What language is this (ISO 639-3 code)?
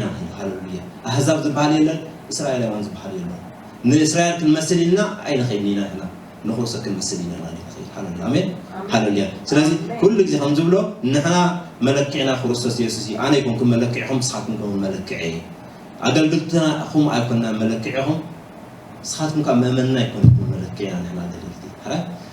tir